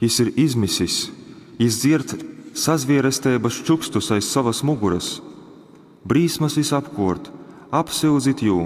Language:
Latgalian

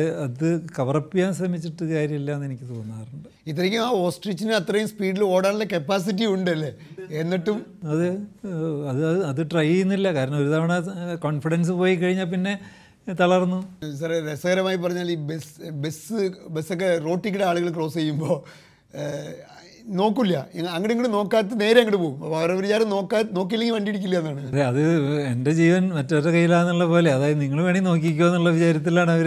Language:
Malayalam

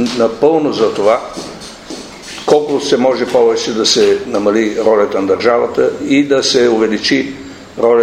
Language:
Bulgarian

